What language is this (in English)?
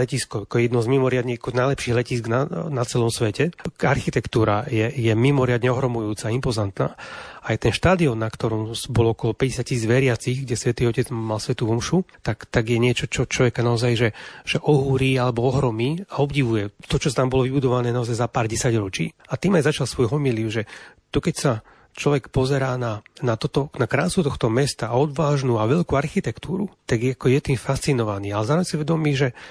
Slovak